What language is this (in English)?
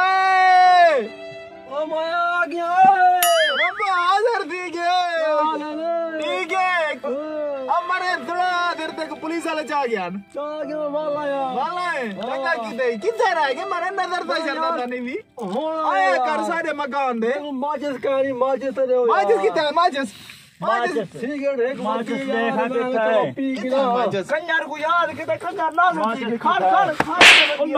Saraiki